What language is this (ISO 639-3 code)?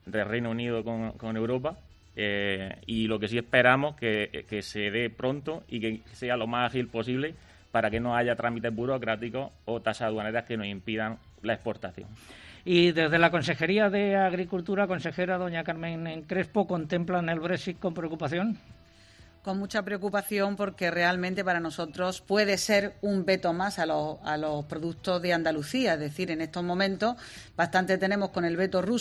spa